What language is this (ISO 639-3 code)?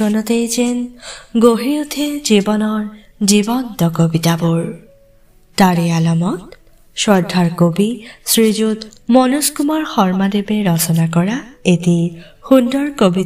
asm